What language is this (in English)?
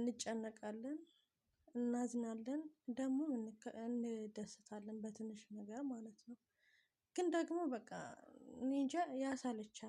Amharic